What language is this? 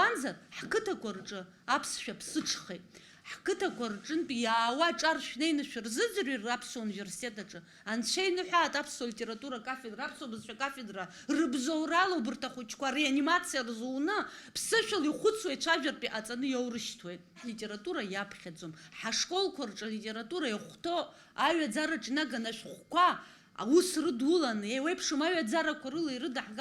Abkhazian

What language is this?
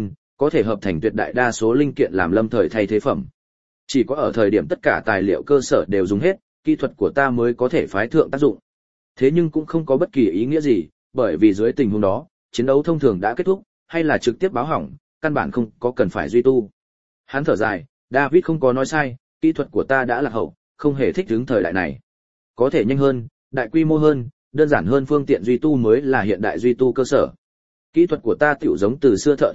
Vietnamese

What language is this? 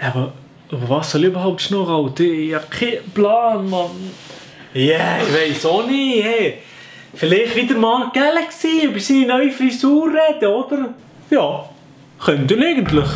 Swiss German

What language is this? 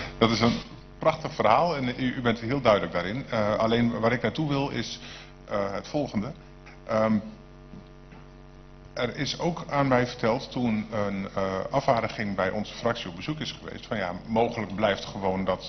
Dutch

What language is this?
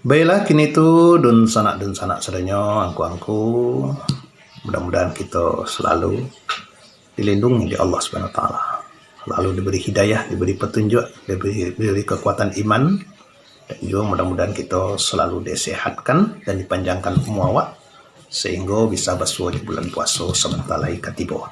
Minangkabau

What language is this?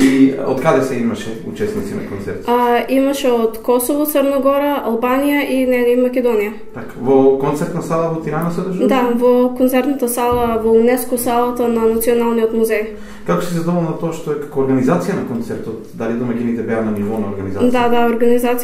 Macedonian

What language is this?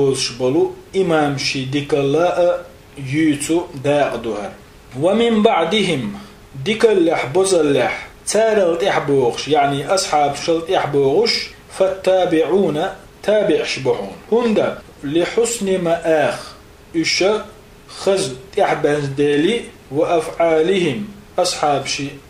Chechen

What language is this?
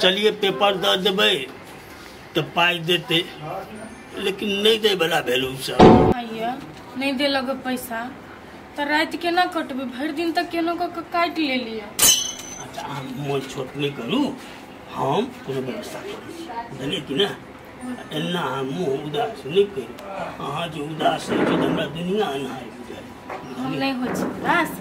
Maithili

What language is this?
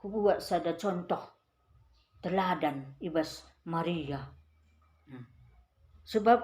Batak Karo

